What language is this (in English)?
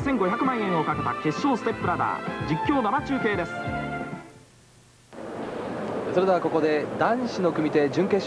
Japanese